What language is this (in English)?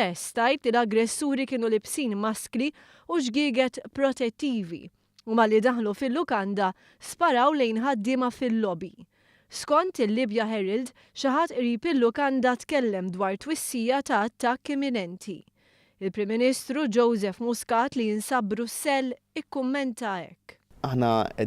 Maltese